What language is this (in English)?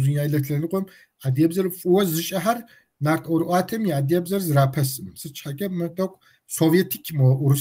Kabardian